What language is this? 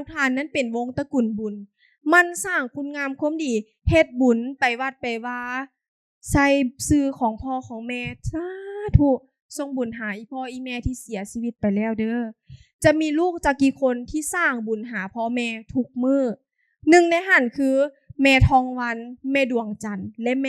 Lao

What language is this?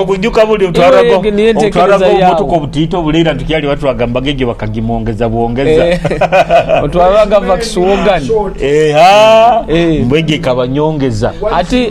Nyoro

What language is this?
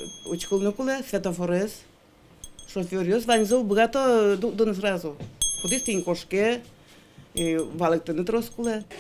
Udmurt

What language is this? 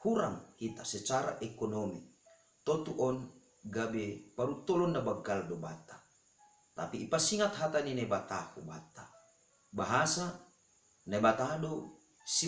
Batak Simalungun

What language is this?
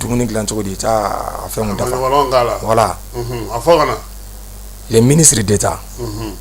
Bambara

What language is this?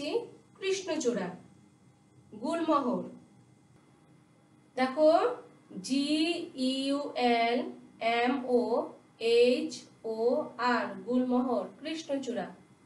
Bangla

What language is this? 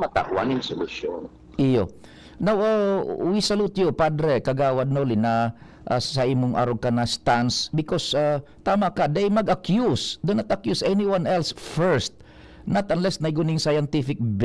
Bikol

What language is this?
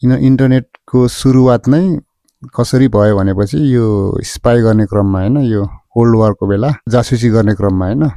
Nepali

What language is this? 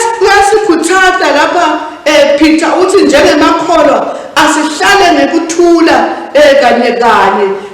Swati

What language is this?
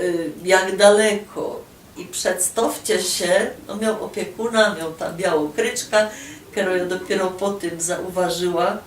Silesian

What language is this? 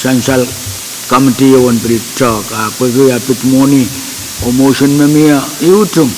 Pohnpeian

